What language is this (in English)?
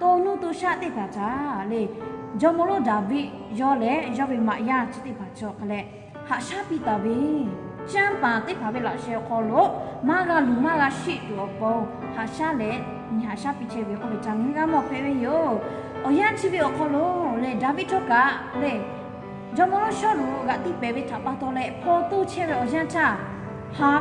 Lahu